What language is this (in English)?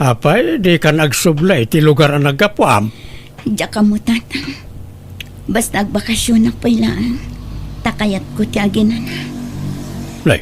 Iloko